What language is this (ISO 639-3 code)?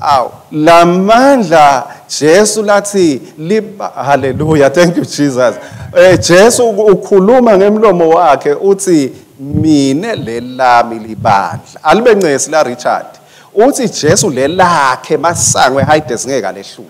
ssw